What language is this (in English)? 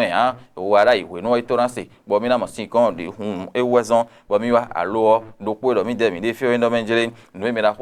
Fon